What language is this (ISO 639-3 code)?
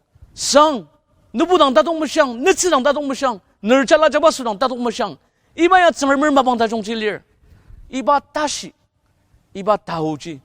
njo